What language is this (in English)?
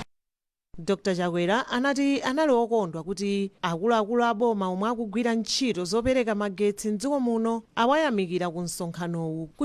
Nyanja